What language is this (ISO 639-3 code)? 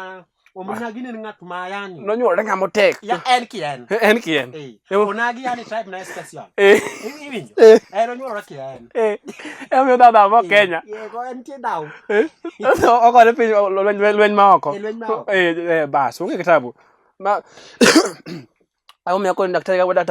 luo